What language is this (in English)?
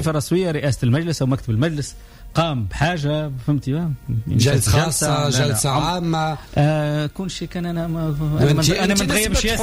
Tunisian Arabic